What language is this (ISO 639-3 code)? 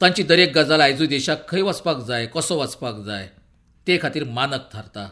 kok